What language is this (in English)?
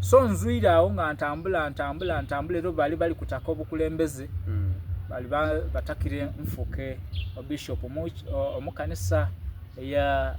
Soga